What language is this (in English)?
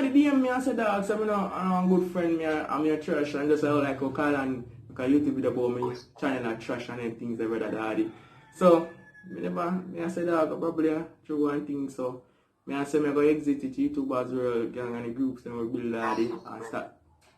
Jamaican Creole English